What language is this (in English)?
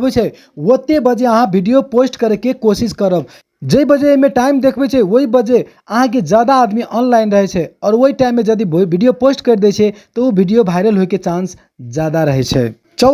Maithili